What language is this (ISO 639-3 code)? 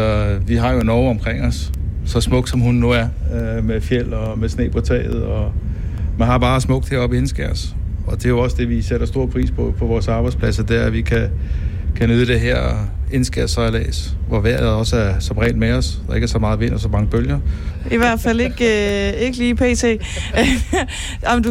dan